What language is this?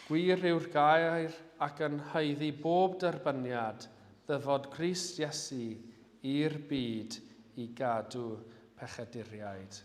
Welsh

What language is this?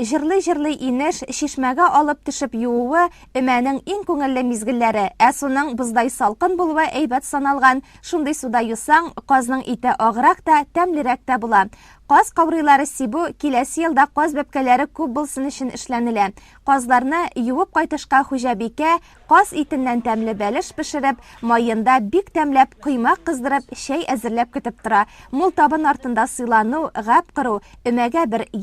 Tatar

